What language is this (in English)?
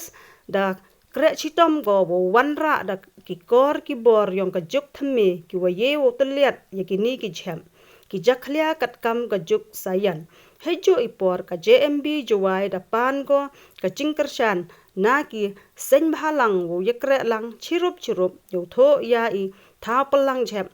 Khasi